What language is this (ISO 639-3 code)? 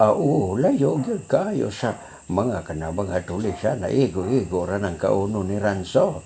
ceb